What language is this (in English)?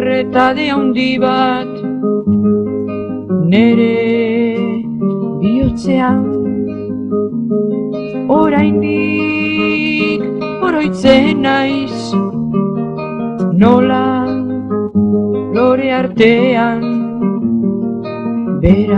Basque